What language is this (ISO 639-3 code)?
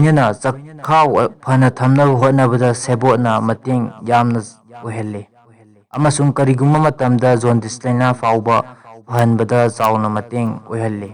mni